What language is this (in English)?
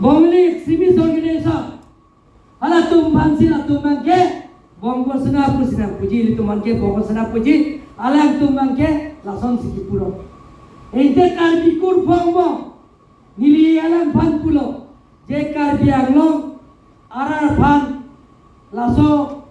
Karbi